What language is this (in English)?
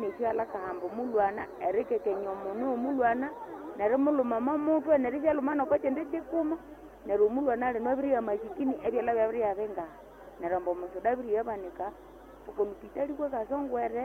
Nande